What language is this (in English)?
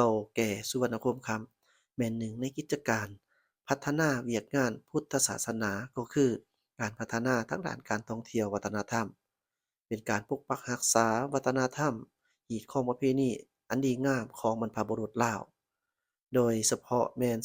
Lao